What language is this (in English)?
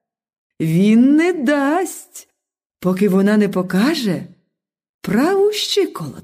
Ukrainian